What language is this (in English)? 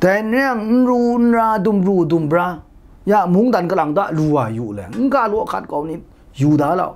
Kachin